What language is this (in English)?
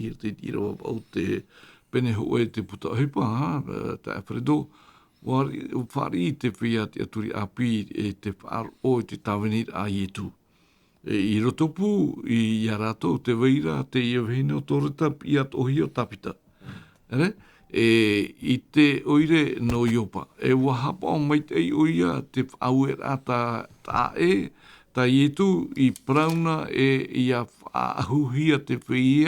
Tahitian